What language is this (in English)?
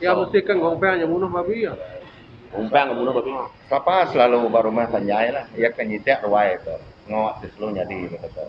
Iban